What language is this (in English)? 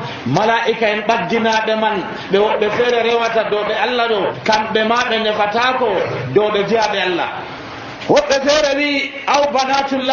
Nigerian Fulfulde